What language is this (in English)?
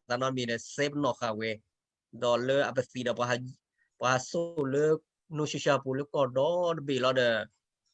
S'gaw Karen